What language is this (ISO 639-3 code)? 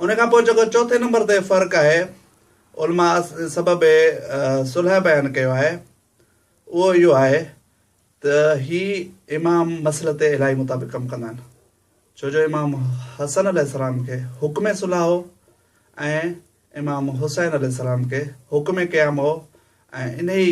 snd